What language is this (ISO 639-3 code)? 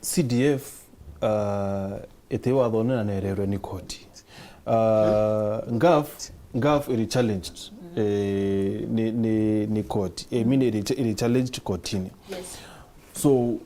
mer